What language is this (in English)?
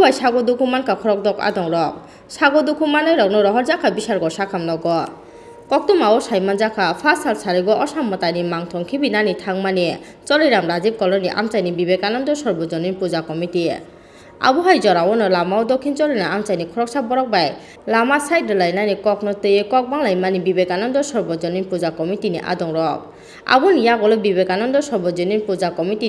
Kok Borok